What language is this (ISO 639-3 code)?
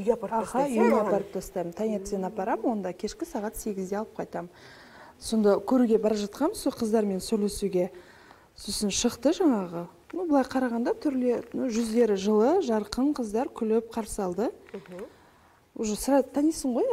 kaz